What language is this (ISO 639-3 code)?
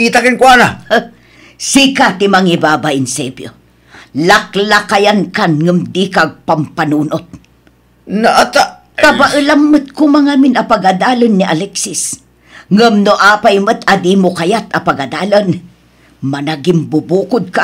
ilo